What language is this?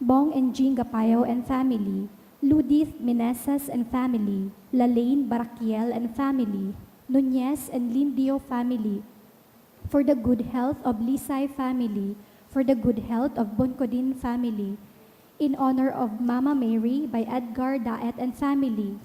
Bikol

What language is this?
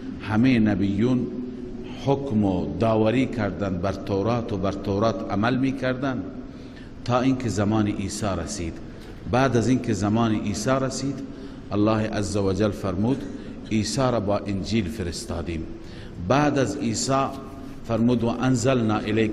Persian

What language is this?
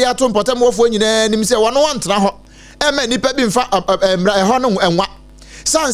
Akan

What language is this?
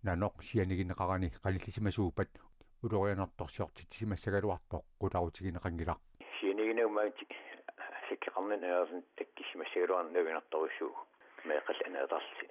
Kalaallisut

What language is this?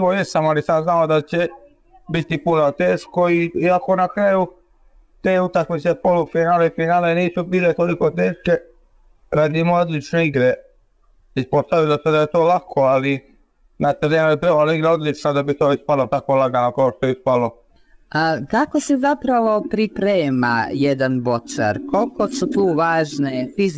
Croatian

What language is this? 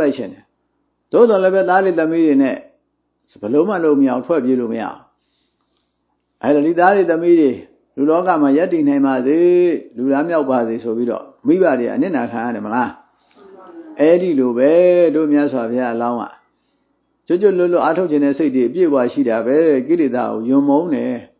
Burmese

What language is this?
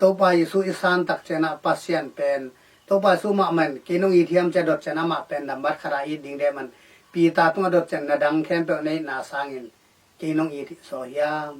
Tedim Chin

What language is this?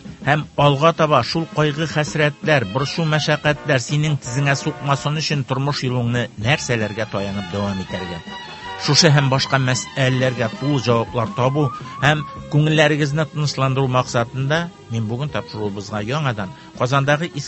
Tatar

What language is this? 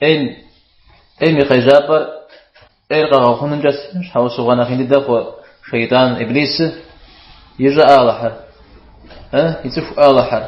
Kabardian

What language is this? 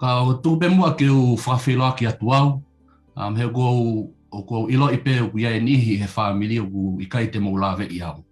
Tongan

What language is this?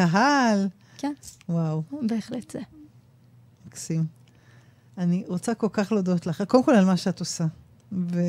Hebrew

